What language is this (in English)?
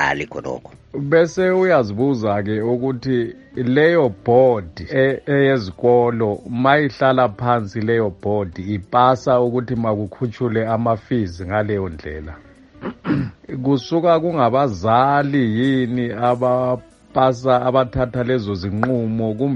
North Ndebele